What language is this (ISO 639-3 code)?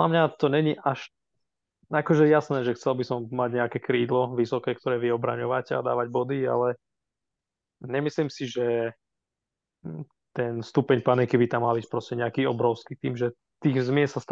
slk